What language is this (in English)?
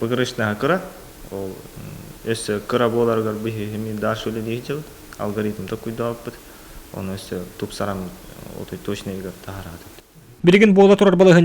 Yakut